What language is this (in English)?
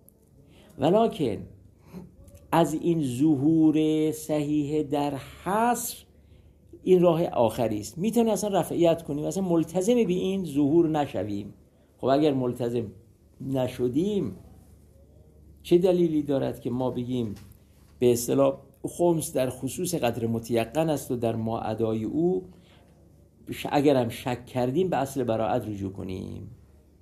Persian